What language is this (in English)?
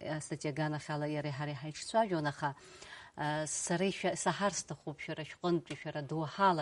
Abkhazian